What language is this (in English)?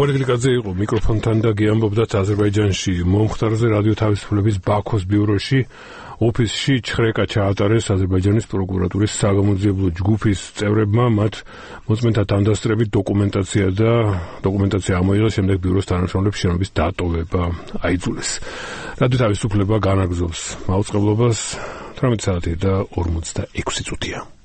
Georgian